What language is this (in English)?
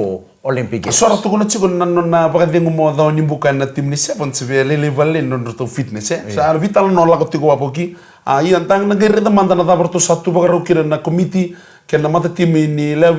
Fijian